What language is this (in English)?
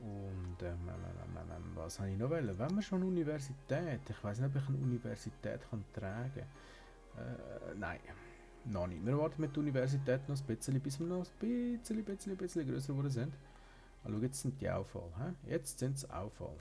Swiss German